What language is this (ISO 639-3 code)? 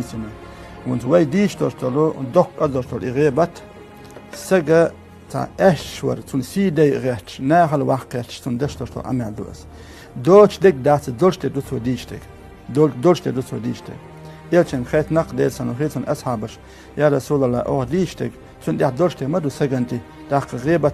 che